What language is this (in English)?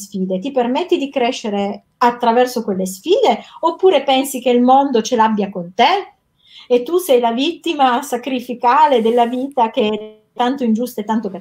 Italian